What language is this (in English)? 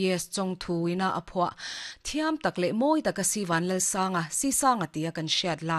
Mizo